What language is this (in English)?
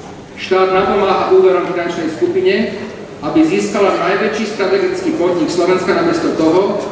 Slovak